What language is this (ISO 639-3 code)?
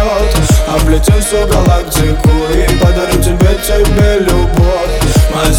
rus